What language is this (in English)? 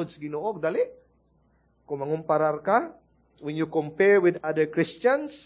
Cebuano